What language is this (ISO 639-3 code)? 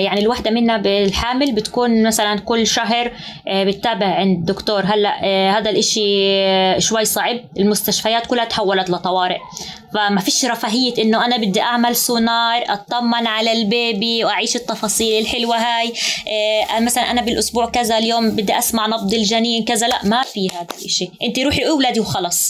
apc